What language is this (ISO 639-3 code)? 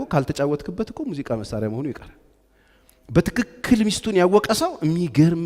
amh